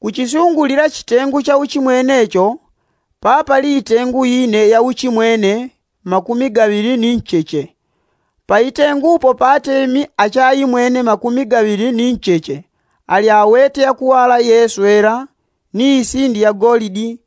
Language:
Yao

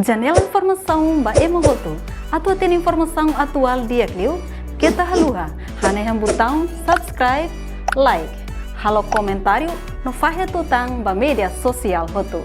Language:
Tetum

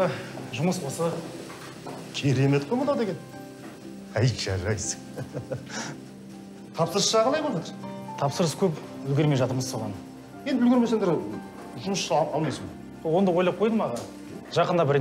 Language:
Kazakh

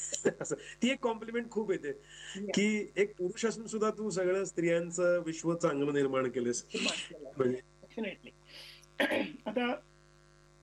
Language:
Marathi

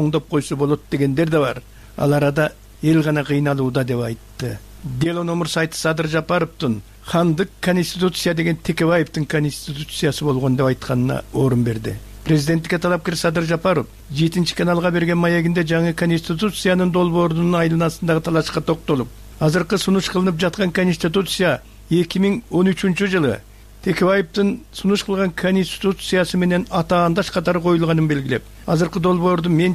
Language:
Kyrgyz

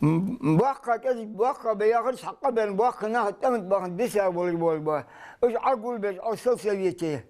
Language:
Ingush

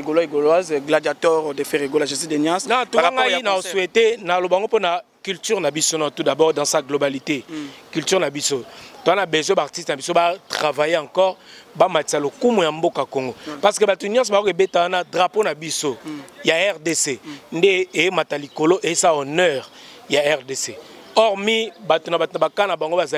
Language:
Lingala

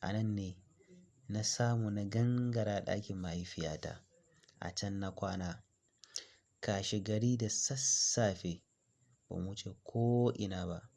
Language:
Hausa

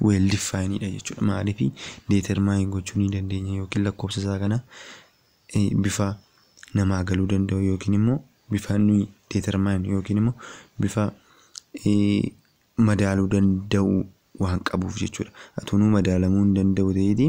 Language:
Oromo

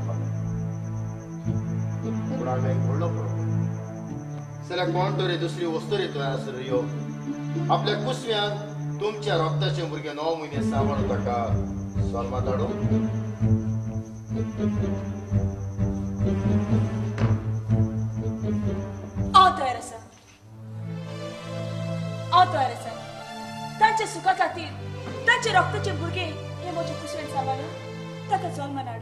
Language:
Konkani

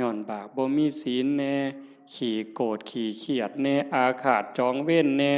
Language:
Northeastern Thai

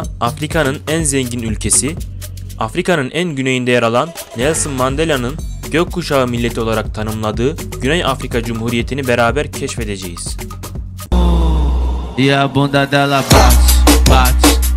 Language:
Turkish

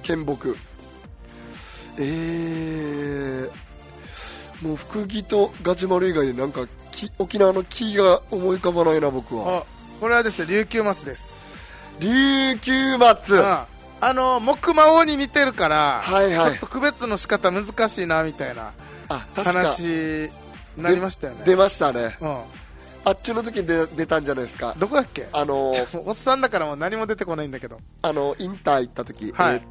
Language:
Japanese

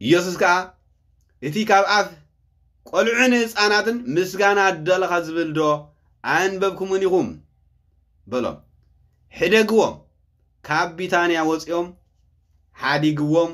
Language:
Tigrinya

